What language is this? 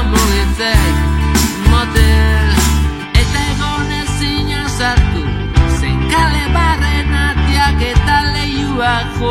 Basque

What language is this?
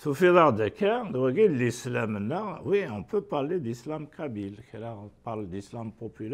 Kabyle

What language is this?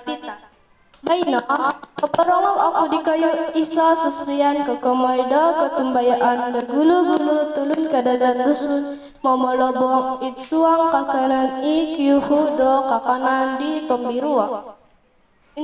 Central Dusun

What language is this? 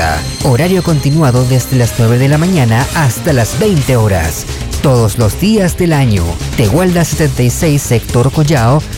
Spanish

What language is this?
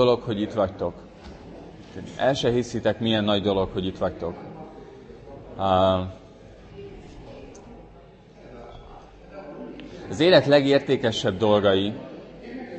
Hungarian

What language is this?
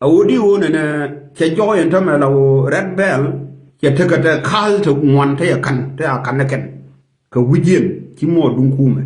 Nuer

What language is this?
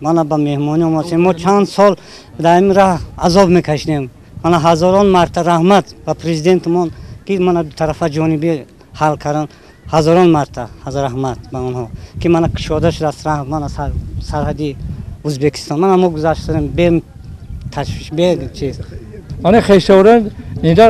Tajik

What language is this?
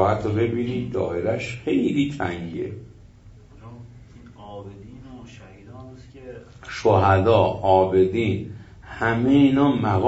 Persian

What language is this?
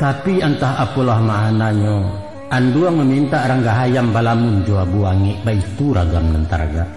Minangkabau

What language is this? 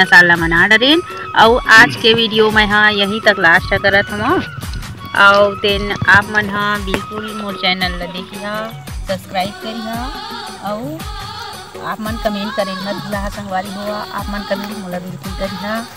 Chhattisgarhi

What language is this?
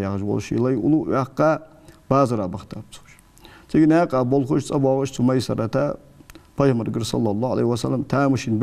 Ingush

